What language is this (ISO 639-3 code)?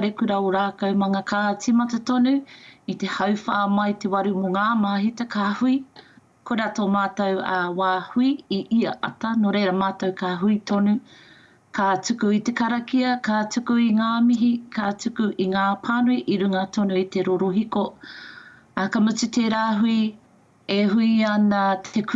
mri